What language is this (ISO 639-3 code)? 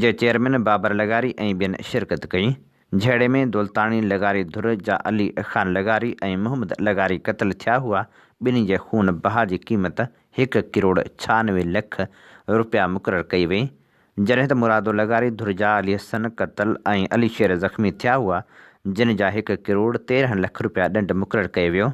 snd